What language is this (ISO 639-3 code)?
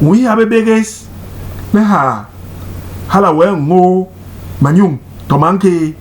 bas